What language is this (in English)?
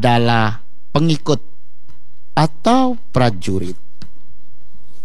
Indonesian